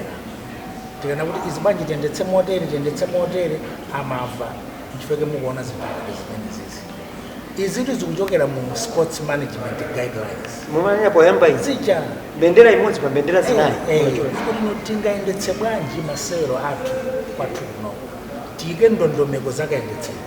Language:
Nyanja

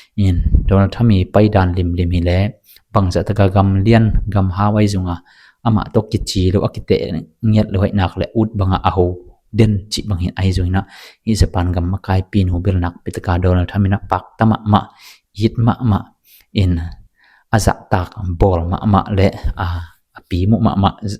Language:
Tedim Chin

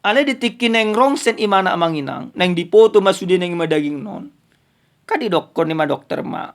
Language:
Batak Toba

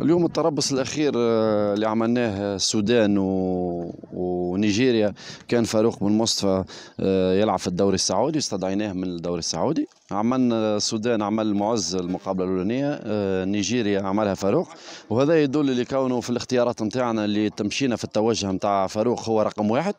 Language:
Tunisian Arabic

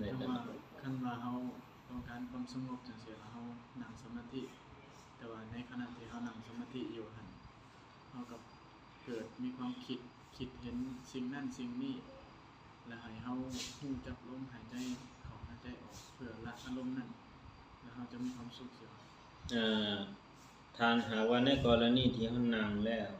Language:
Lao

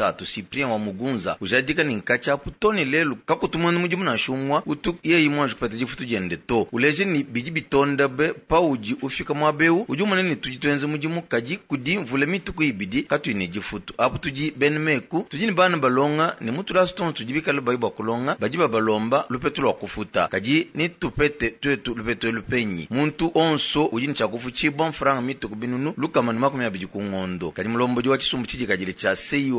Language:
Luba-Lulua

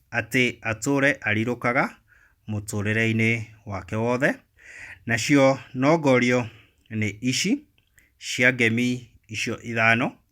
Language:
Kikuyu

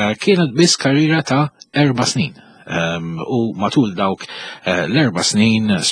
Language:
Maltese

